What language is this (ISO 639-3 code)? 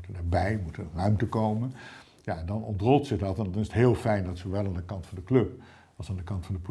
nld